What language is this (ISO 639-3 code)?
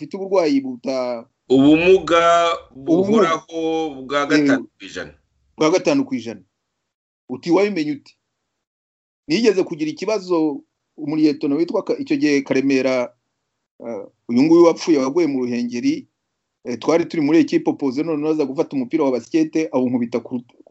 kin